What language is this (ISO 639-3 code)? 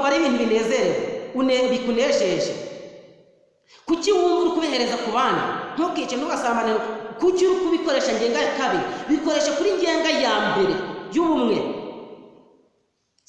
kin